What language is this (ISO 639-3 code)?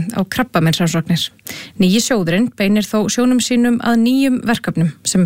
isl